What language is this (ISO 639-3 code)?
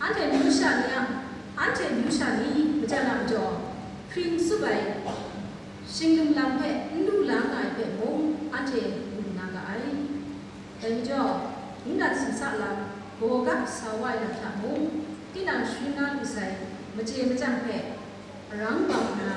kac